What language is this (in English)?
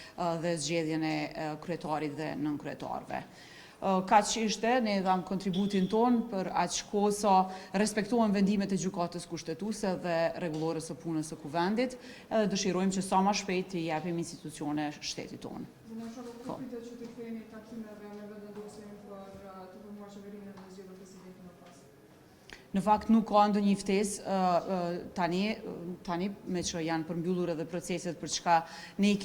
Albanian